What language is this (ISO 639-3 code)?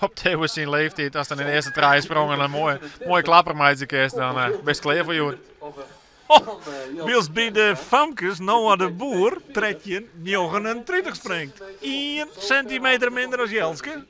fry